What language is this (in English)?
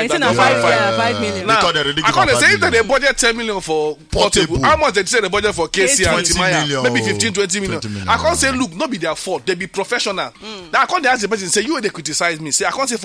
Nigerian Pidgin